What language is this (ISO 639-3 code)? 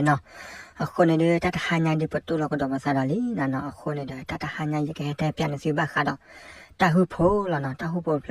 ksw